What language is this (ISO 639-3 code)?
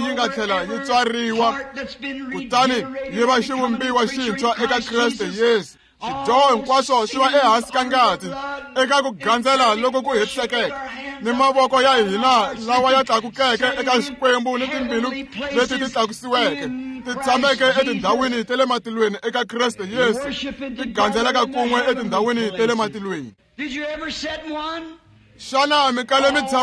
tso